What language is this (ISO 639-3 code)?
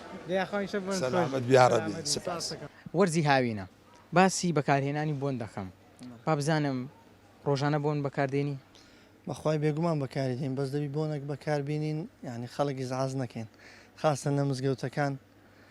ckb